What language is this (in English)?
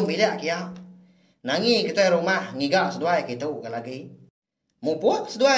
Iban